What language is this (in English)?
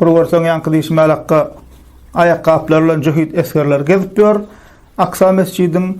Turkmen